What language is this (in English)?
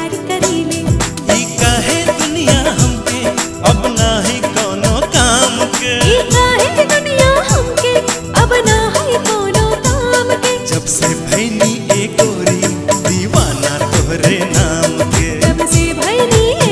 Bhojpuri